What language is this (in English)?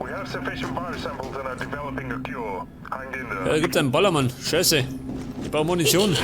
Bavarian